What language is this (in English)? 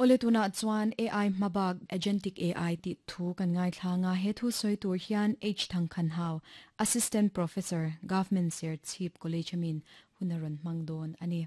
Mizo